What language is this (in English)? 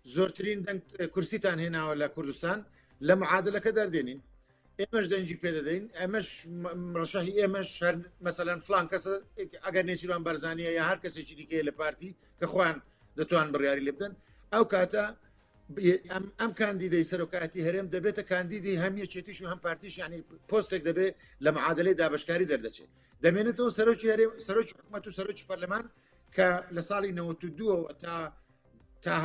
Central Kurdish